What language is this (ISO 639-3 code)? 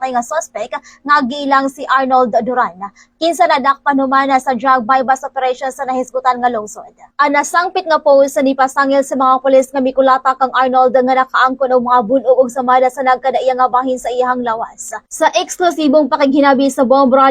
ceb